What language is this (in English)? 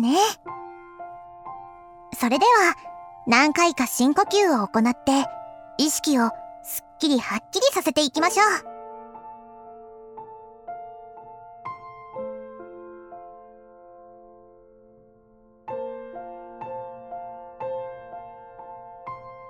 Japanese